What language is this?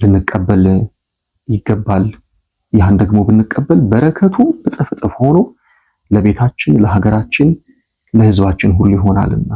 Amharic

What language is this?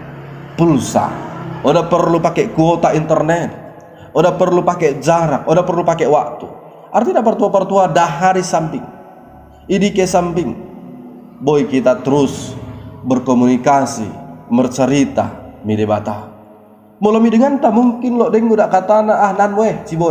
Batak Dairi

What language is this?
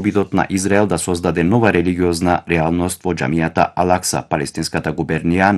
Macedonian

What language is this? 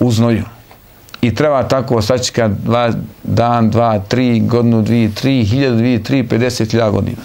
Bosnian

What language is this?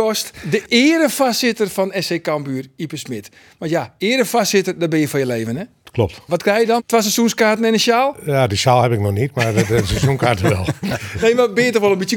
Western Frisian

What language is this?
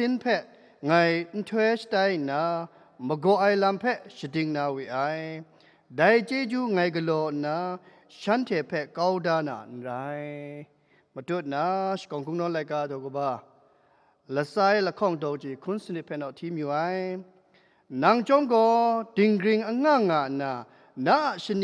Kachin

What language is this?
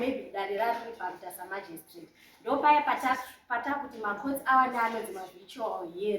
Shona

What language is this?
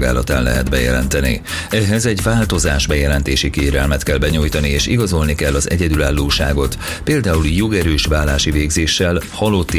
Hungarian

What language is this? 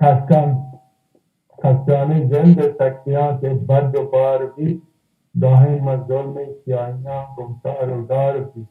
Baluchi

